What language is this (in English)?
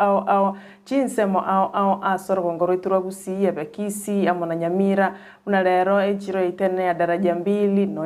Gusii